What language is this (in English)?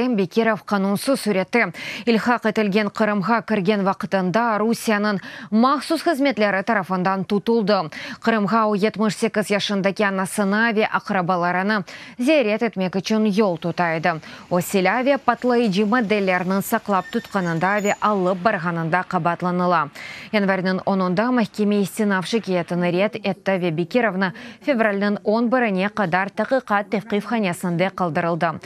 Crimean Tatar